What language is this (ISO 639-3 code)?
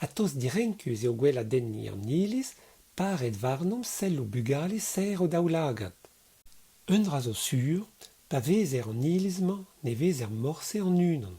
bre